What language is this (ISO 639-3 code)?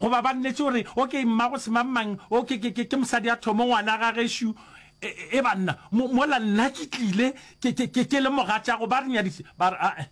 nso